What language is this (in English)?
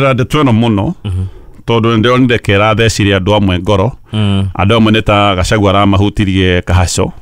Kikuyu